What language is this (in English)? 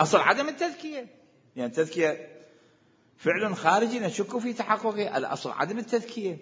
Mesopotamian Arabic